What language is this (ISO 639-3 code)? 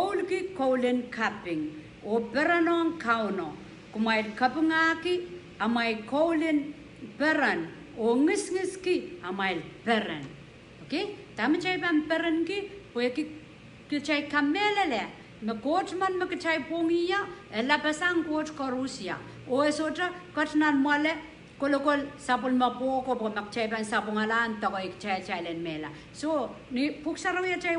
pon